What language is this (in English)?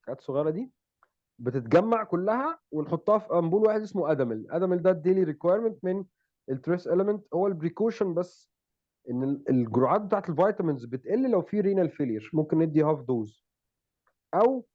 Egyptian Arabic